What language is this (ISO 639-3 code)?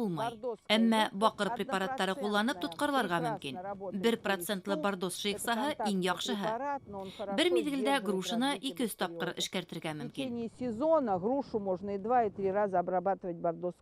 bak